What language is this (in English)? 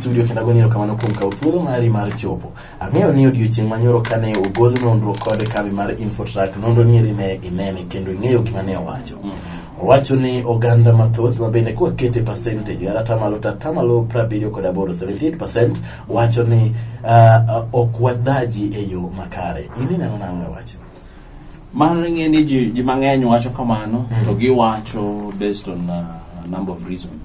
Luo (Kenya and Tanzania)